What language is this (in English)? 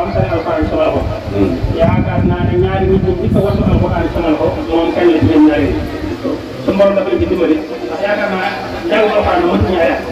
Wolof